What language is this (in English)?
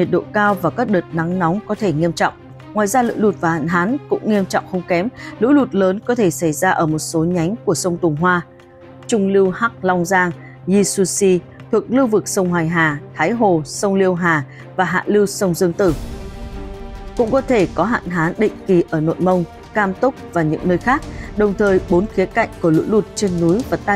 Vietnamese